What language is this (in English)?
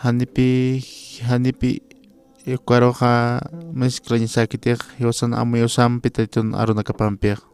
Aymara